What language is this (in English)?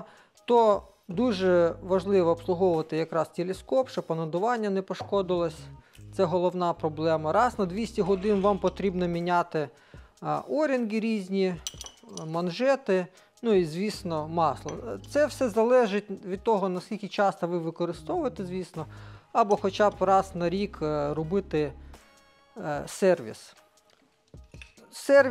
Ukrainian